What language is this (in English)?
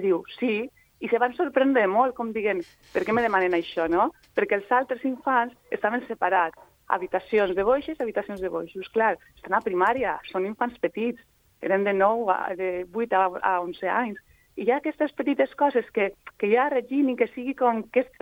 Catalan